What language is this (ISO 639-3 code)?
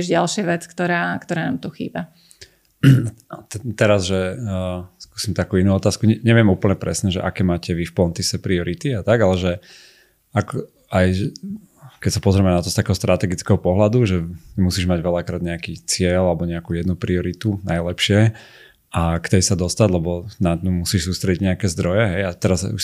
slk